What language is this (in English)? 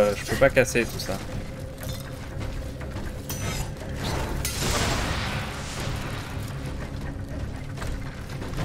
French